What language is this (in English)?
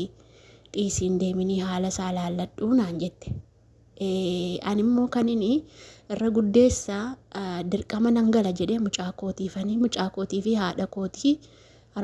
Oromo